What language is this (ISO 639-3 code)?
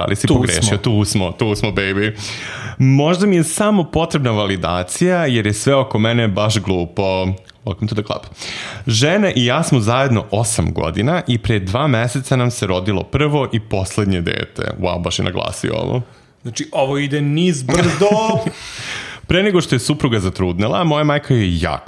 srp